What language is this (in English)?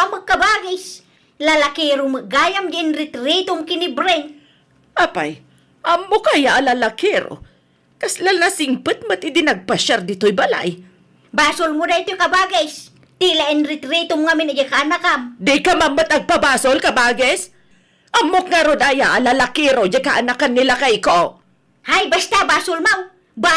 Iloko